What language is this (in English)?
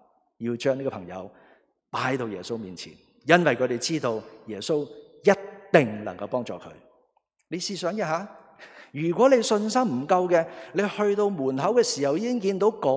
Cantonese